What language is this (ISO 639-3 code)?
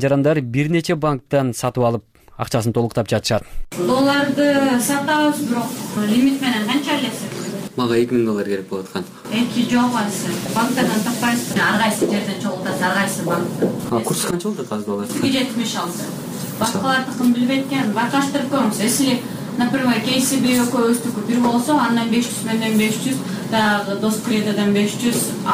kir